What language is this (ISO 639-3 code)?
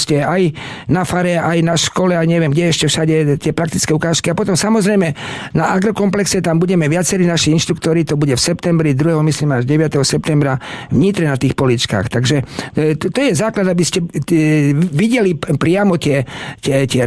slk